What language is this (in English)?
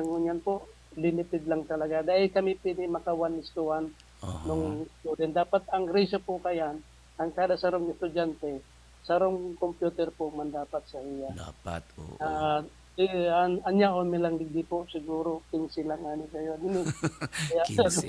Bikol